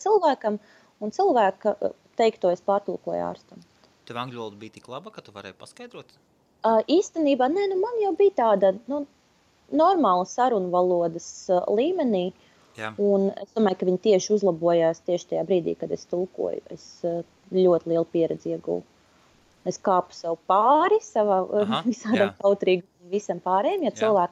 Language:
Latvian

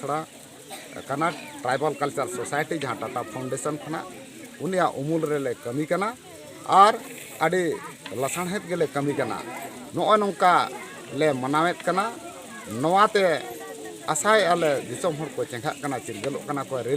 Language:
Santali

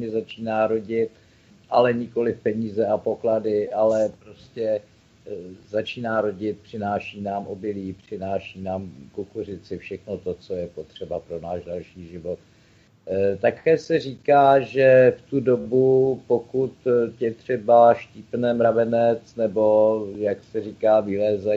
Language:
Czech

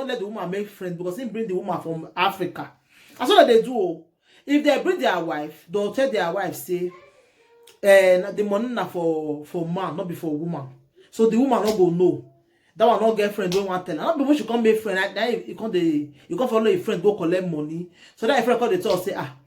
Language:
Nigerian Pidgin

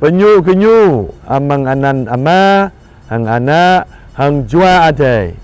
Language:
Jarai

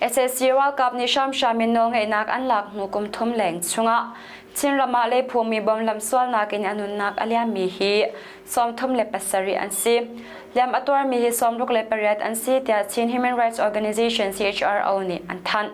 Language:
Hakha Chin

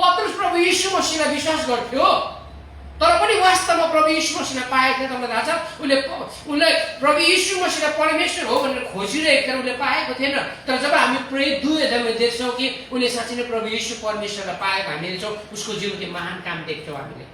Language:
Nepali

